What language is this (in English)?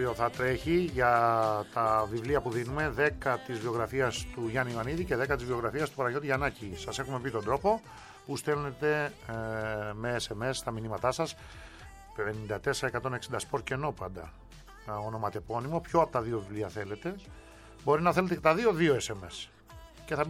Greek